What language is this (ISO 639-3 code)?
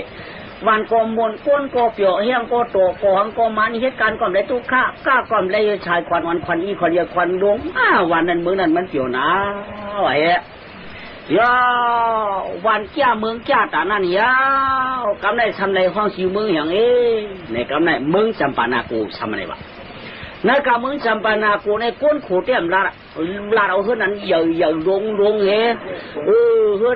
shn